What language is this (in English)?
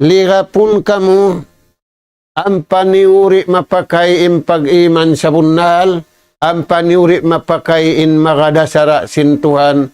Tausug